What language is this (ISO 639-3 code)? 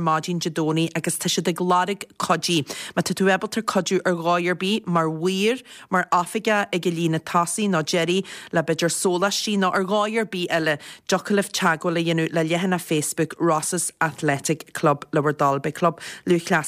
gle